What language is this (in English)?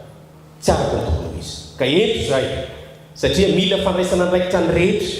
Malagasy